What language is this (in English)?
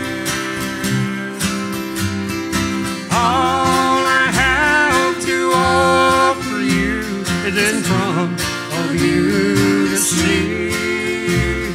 English